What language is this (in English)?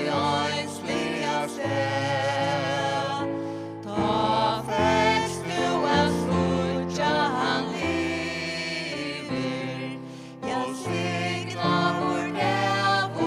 Faroese